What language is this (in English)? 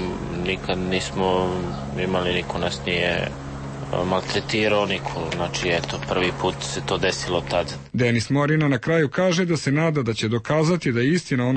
Serbian